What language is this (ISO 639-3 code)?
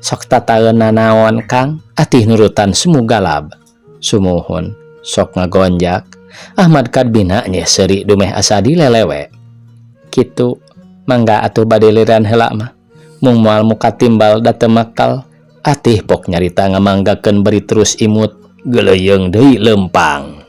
sun